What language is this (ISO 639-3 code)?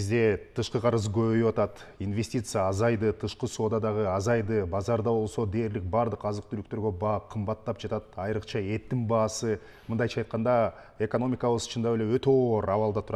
kir